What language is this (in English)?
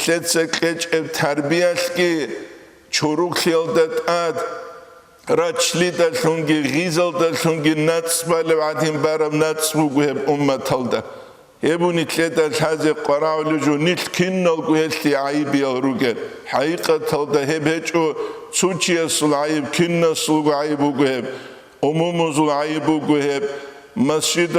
Avaric